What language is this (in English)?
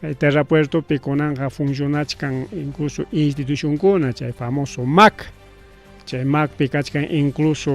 Ayacucho Quechua